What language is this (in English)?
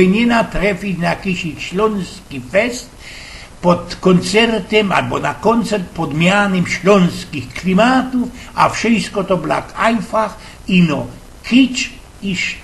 Silesian